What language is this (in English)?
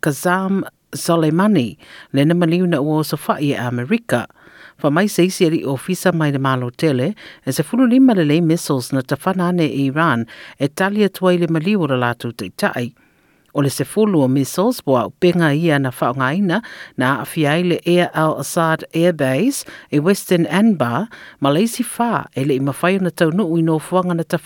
Samoan